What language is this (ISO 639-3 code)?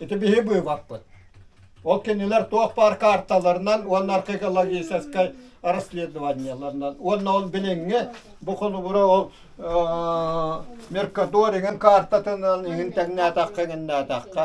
sah